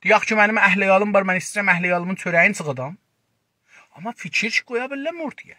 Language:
South Azerbaijani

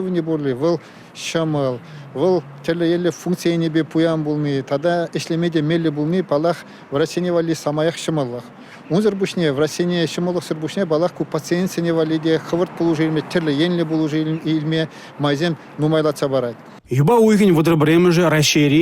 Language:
Chuvash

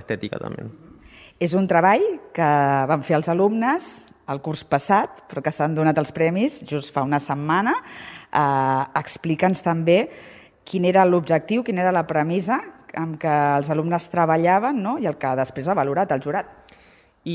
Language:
Catalan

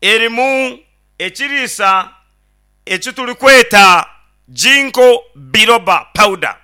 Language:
Nyankole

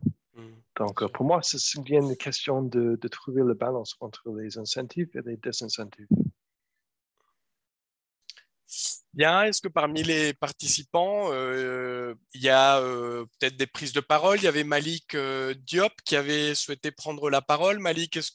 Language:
French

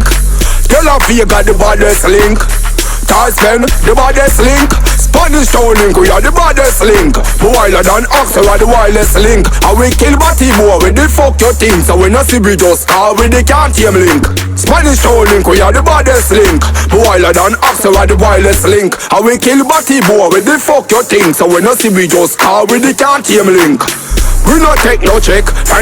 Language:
Jamaican Creole English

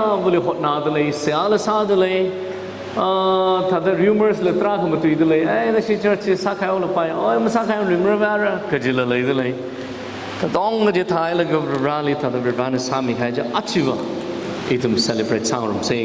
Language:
Tangkhul Naga (India)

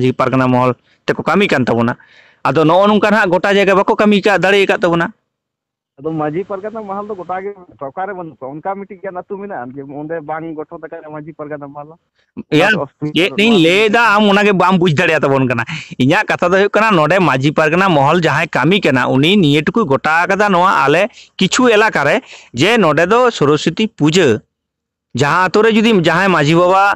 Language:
Santali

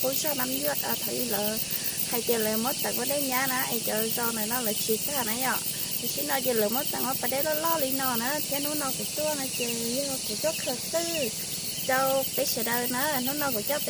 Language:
Hmong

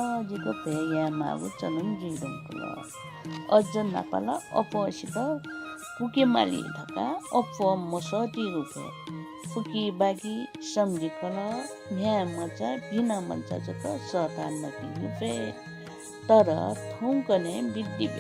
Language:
Newari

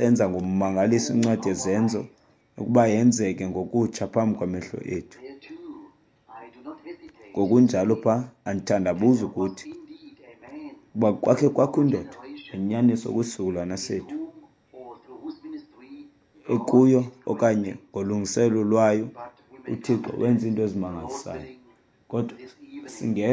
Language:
Xhosa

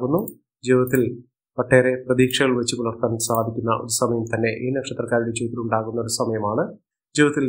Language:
Malayalam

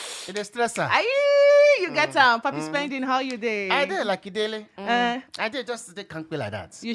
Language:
Nigerian Pidgin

